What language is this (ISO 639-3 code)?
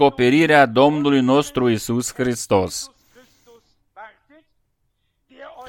ron